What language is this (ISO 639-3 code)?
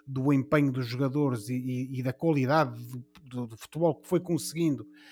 por